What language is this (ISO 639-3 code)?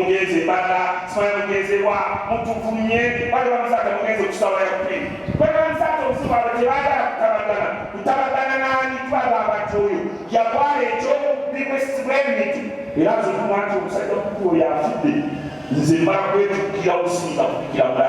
lug